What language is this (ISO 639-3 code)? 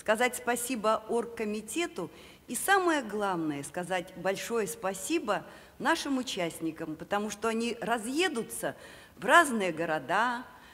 rus